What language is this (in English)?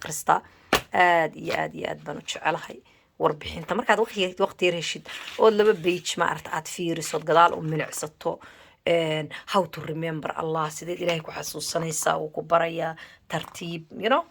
Somali